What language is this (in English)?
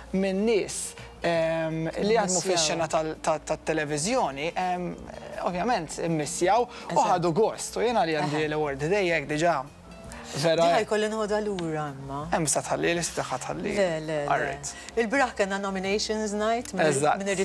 Maltese